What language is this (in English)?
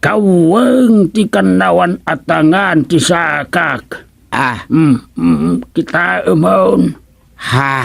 Iloko